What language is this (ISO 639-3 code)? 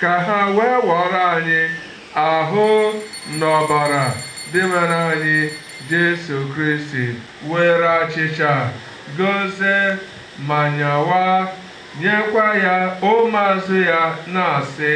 ibo